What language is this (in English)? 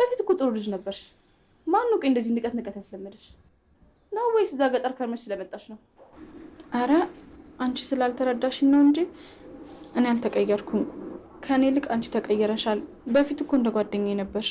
Amharic